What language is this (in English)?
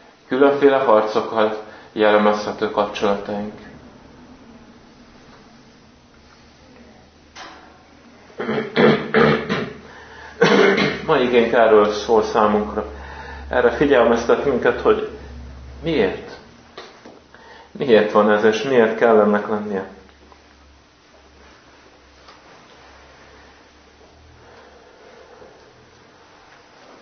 Hungarian